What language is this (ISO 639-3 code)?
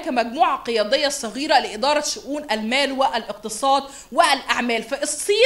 arz